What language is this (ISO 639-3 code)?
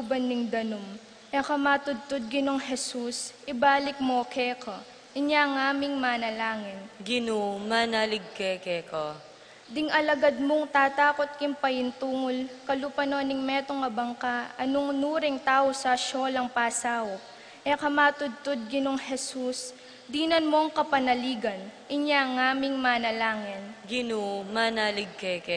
pam